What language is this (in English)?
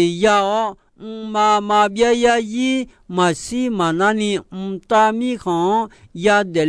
Akha